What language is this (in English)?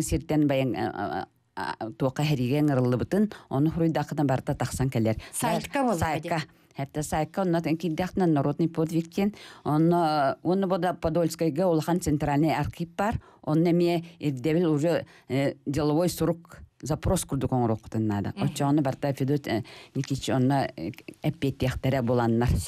Yakut